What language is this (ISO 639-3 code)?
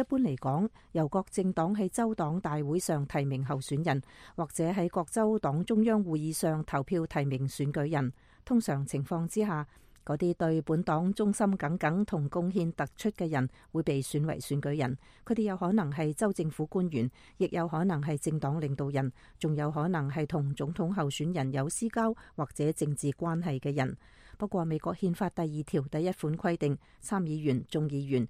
yue